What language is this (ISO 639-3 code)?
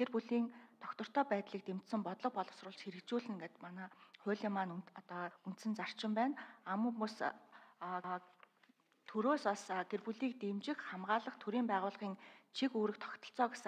mon